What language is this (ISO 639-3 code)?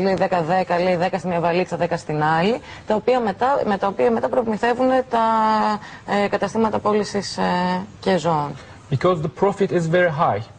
ell